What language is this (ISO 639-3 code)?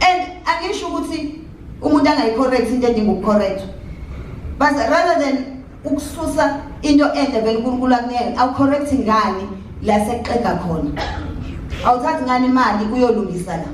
zul